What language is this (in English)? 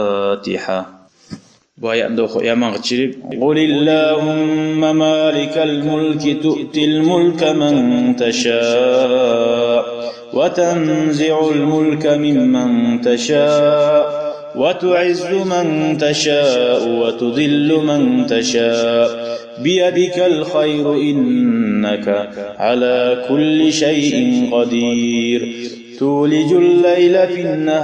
Kumyk